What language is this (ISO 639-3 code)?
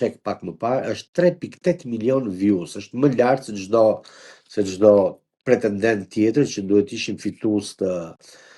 sqi